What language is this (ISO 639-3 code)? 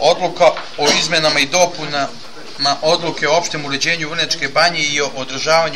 srp